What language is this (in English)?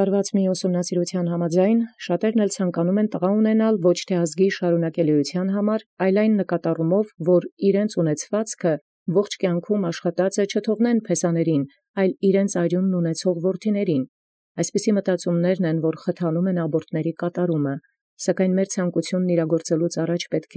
Armenian